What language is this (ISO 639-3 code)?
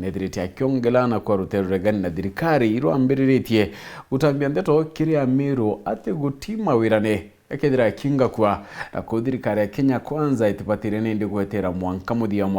mer